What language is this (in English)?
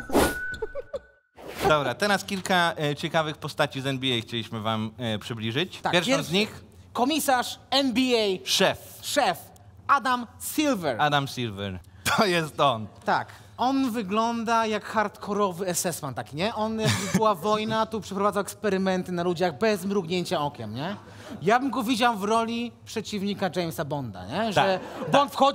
Polish